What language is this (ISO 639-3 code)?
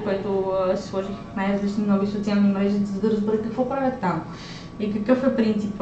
bul